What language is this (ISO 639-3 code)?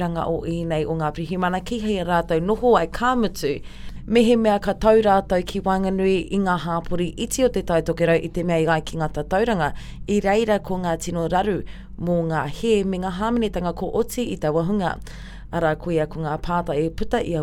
mri